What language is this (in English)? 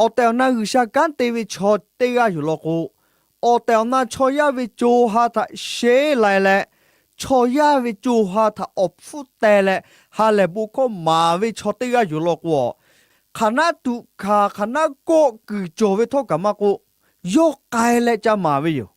Lahu